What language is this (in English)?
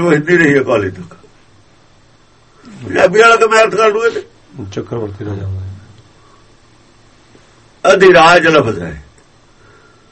Punjabi